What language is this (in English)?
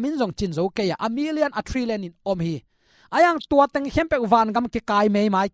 Tedim Chin